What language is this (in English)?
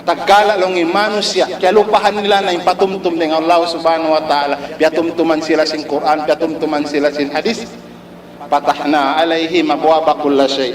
Tausug